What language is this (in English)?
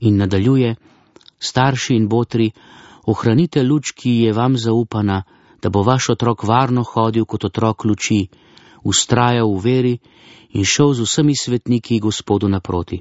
Slovenian